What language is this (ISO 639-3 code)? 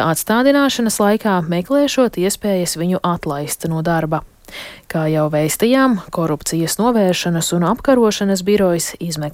lav